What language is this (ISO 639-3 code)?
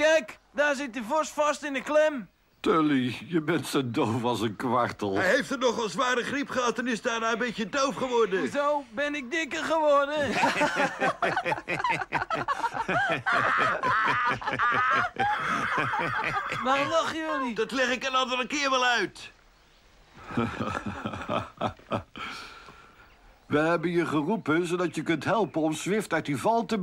nld